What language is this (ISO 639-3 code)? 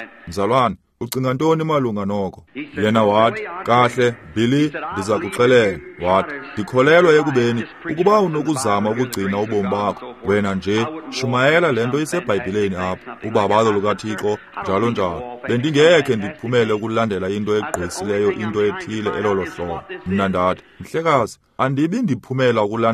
xho